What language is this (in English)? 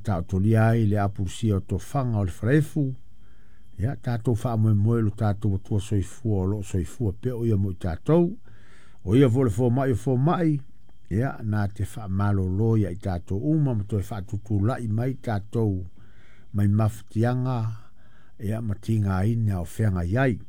Samoan